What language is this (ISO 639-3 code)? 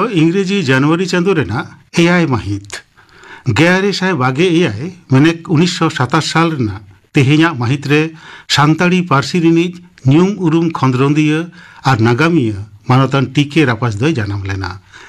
sat